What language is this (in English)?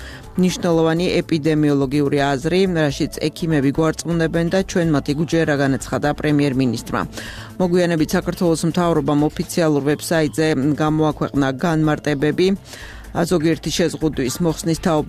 Georgian